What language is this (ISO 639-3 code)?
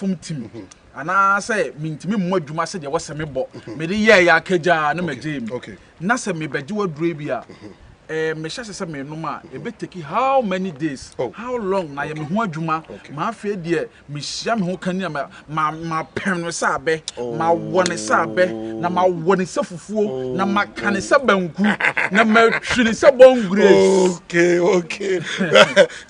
aka